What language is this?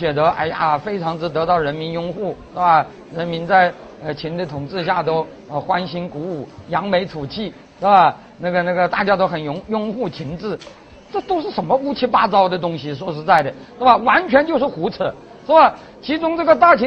Chinese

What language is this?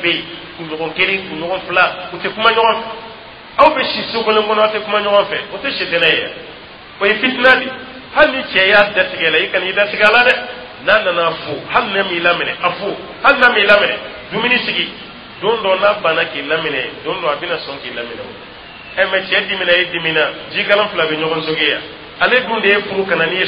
Dyula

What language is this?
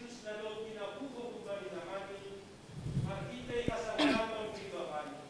Batak Simalungun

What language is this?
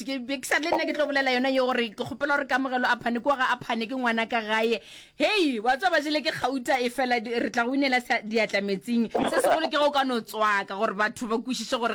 Northern Sotho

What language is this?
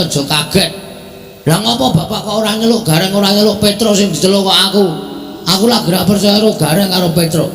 Javanese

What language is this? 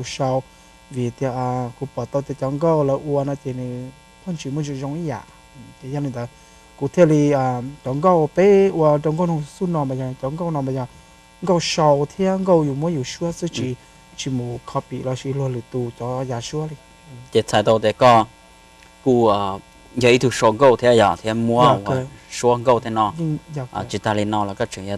Hmong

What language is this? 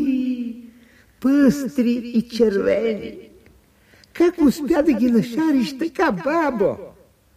Bulgarian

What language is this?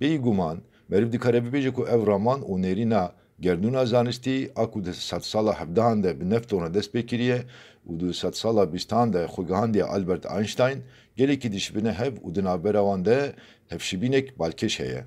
Kurdish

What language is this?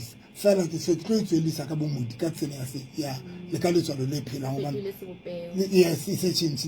Southern Sotho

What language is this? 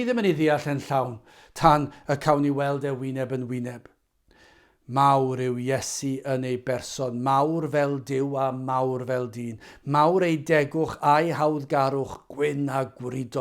Welsh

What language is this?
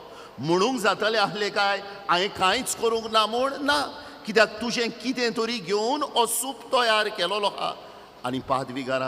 Konkani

